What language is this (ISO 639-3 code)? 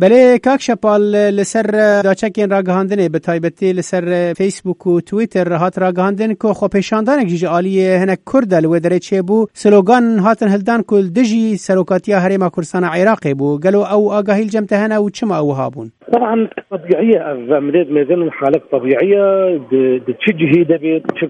kur